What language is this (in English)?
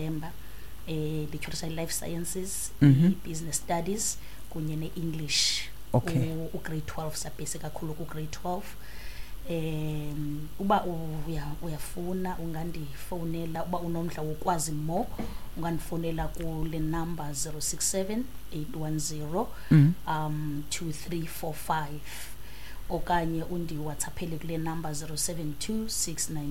Xhosa